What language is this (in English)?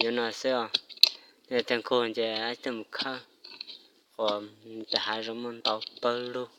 Hmong